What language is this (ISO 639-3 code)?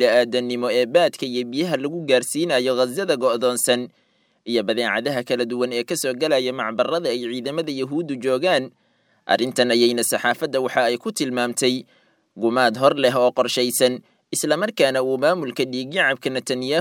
som